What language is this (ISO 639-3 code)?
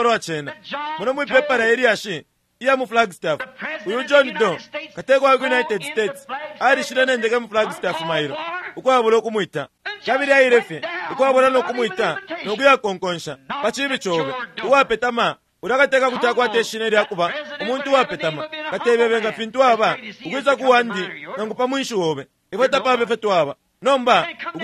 bem